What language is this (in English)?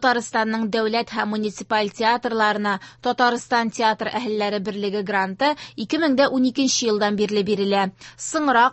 Tatar